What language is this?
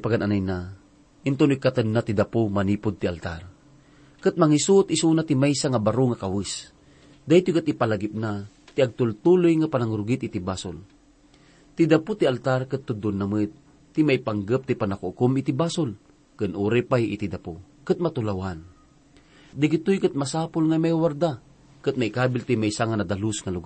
Iloko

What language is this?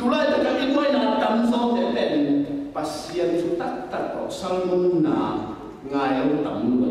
Tedim Chin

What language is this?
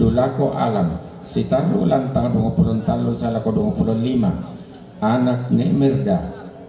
Toraja-Sa'dan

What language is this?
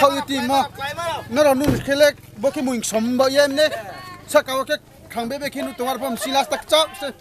Riang (India)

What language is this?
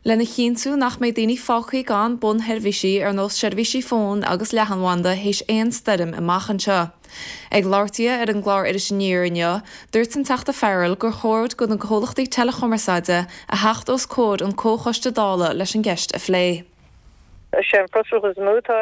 Irish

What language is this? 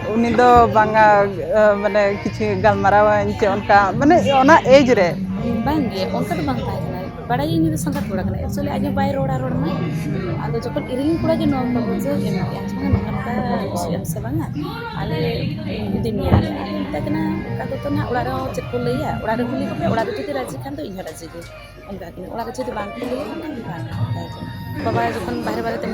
Santali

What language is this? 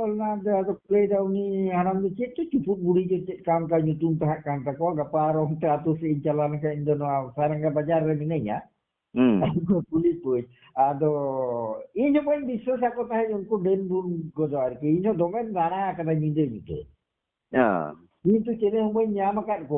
Santali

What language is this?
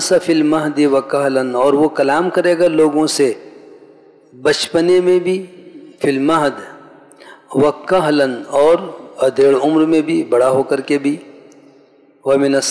Urdu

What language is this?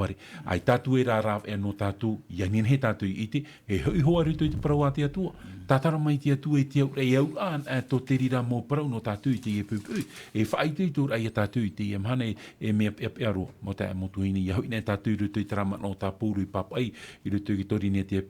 Tahitian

